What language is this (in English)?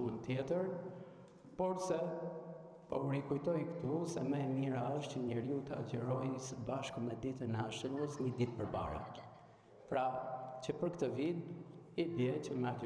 Albanian